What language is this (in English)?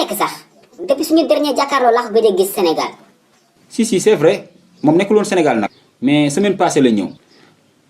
Wolof